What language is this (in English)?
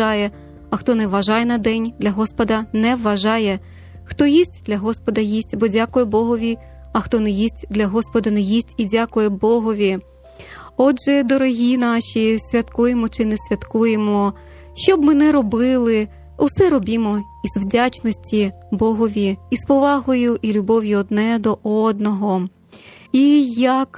Ukrainian